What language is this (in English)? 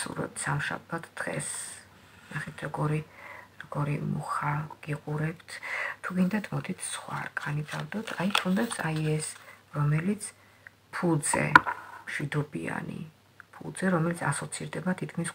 Georgian